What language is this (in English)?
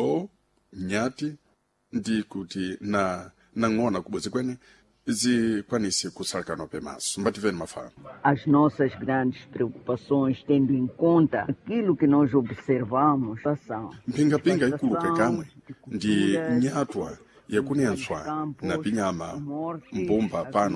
Sena